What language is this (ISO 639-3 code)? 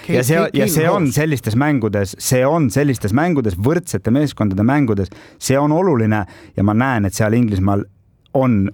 est